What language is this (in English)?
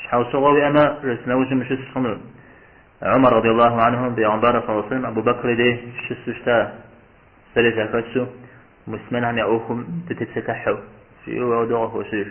Kabardian